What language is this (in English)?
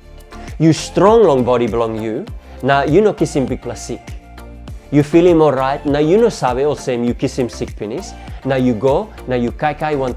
Tok Pisin